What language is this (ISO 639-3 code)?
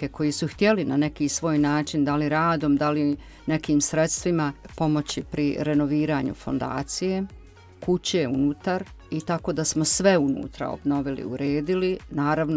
bos